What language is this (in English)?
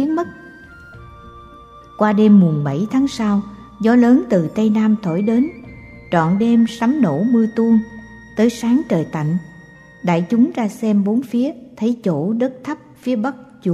Vietnamese